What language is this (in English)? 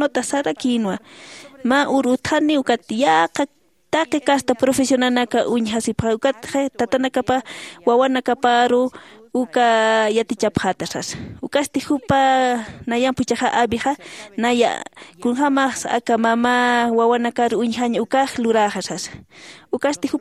Aymara